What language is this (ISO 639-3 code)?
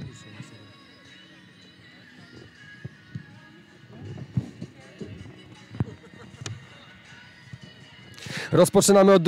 pol